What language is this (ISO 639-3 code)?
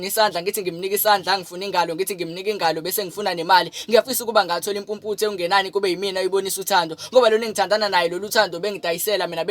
zul